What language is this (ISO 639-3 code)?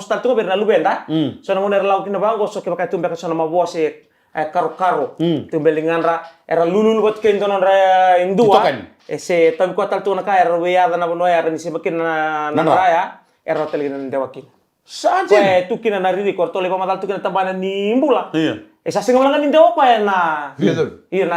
fij